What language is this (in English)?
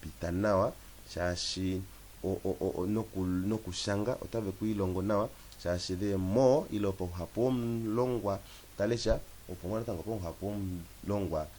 Kuanyama